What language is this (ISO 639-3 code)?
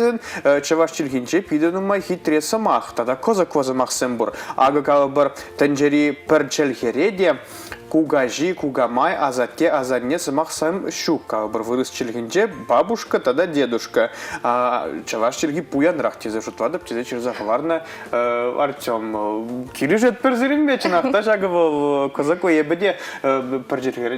chv